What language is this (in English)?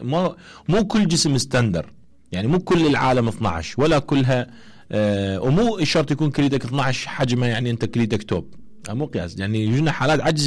Mesopotamian Arabic